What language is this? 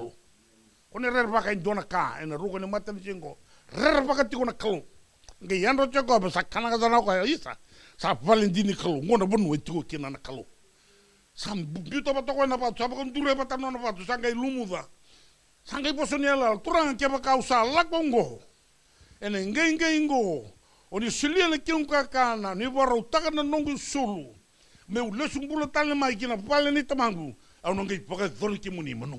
Fijian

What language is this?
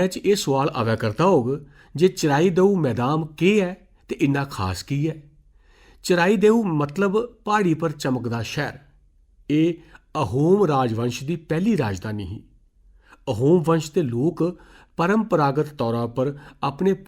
Dogri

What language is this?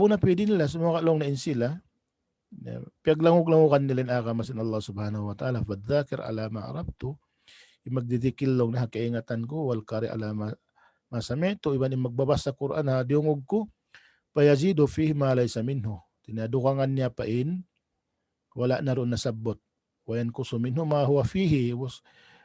Tausug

